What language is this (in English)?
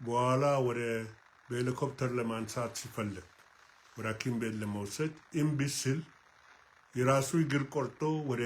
Amharic